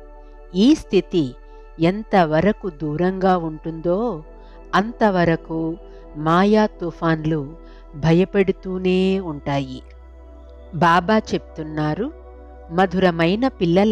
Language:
Telugu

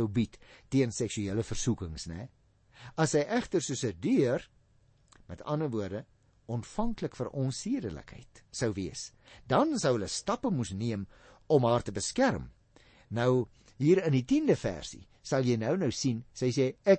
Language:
Afrikaans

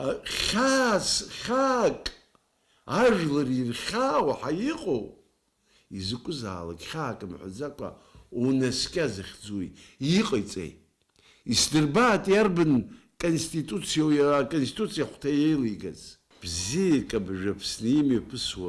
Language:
Abkhazian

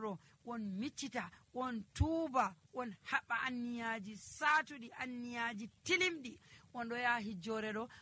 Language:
Nigerian Fulfulde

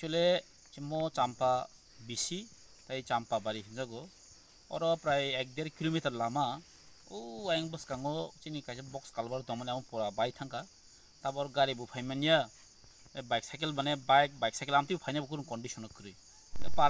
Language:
Kok Borok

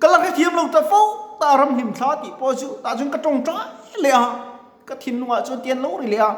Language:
Mizo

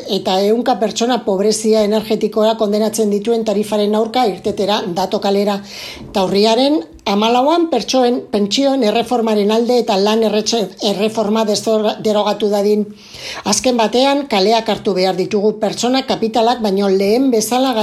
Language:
Basque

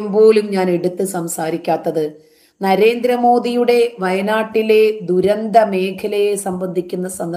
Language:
Malayalam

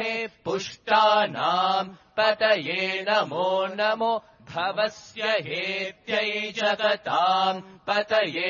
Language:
Sanskrit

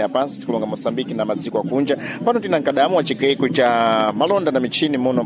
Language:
Sena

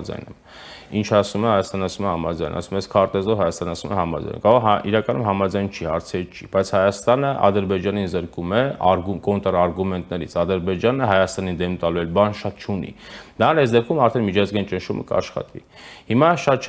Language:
Armenian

